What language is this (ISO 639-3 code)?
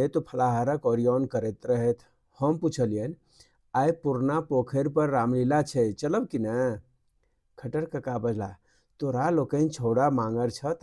mai